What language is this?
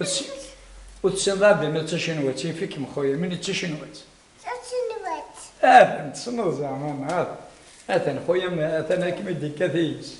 Kabyle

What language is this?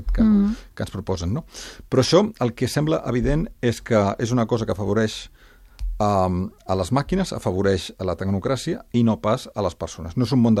Catalan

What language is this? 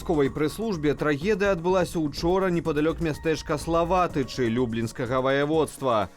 Belarusian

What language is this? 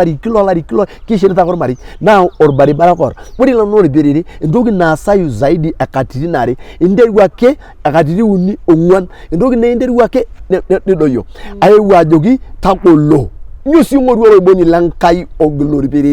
Masai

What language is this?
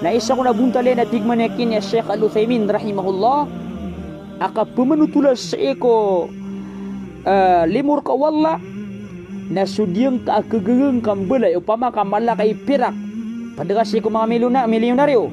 Maranao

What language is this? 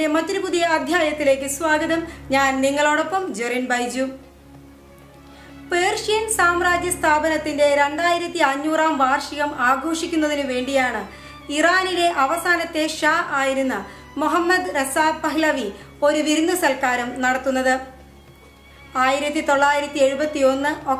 Malayalam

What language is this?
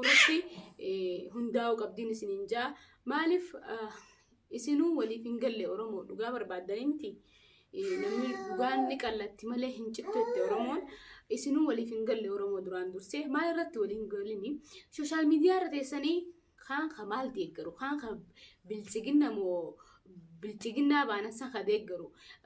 Oromo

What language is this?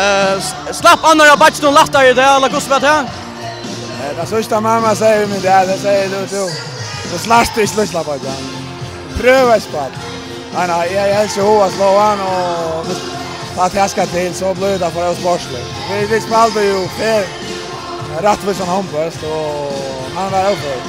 Faroese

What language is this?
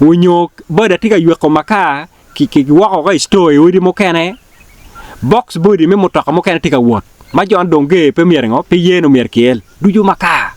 Acoli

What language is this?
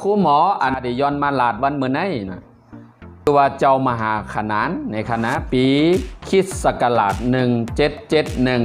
Shan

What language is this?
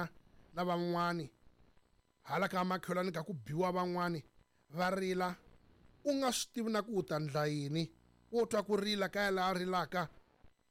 Tsonga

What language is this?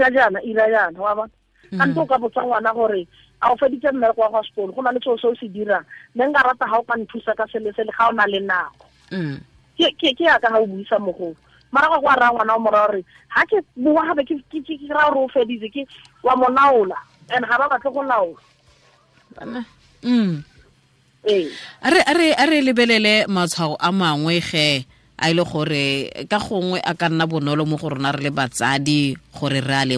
Tswana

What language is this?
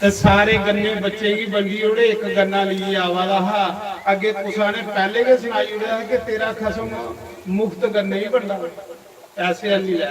Dogri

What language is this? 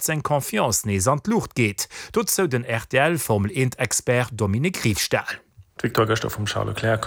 Luxembourgish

